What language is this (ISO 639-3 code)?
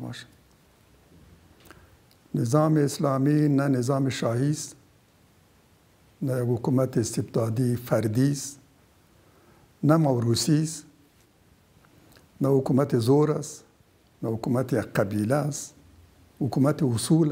fas